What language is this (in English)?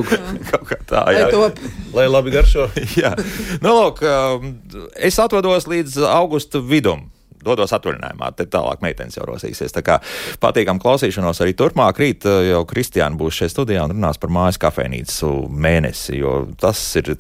Latvian